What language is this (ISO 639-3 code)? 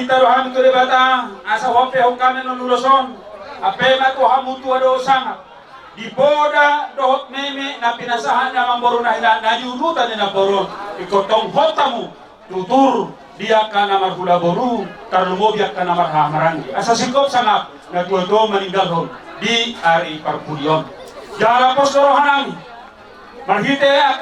bbc